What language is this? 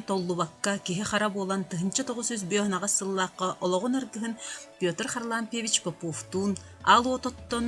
Yakut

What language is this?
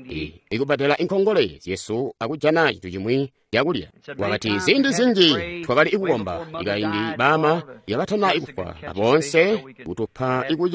Tonga (Zambia)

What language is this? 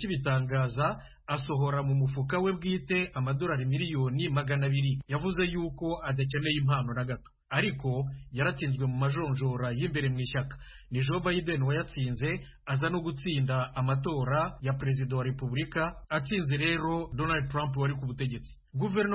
Kinyarwanda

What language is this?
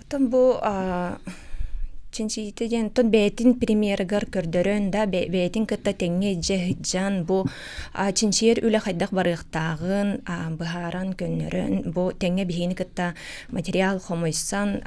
Yakut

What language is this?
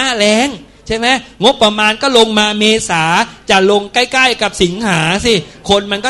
Thai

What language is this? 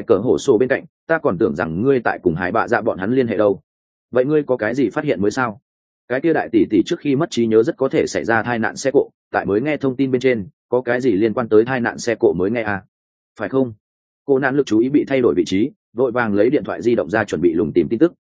Vietnamese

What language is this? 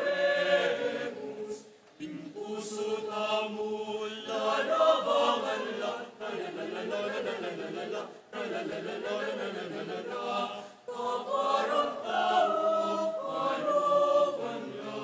Pampanga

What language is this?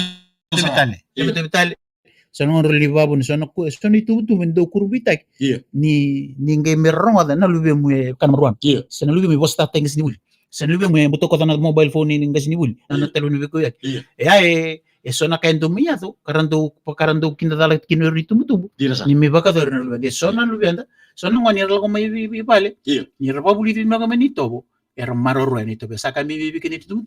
Fijian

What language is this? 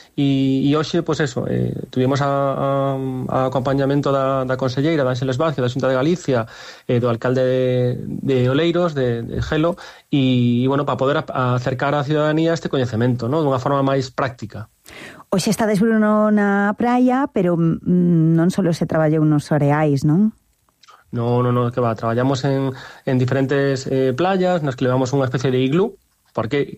Galician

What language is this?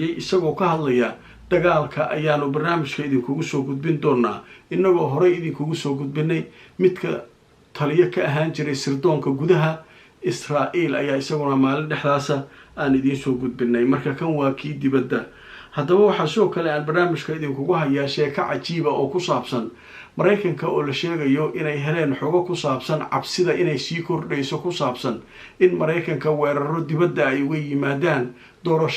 Somali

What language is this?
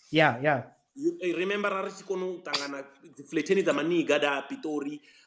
Venda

